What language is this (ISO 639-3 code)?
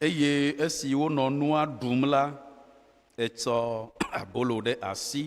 ewe